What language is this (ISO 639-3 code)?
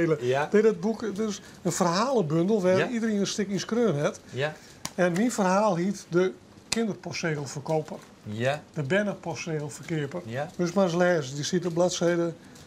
fry